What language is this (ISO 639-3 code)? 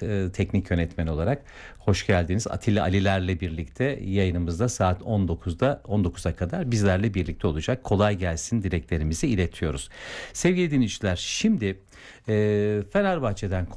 tur